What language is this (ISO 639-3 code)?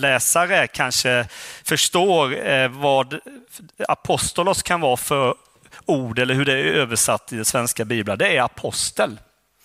swe